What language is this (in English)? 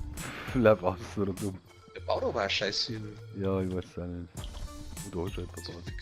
Bavarian